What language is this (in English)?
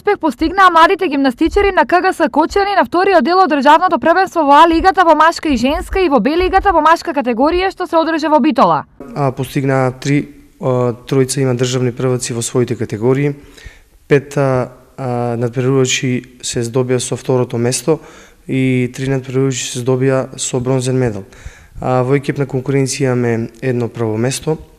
Macedonian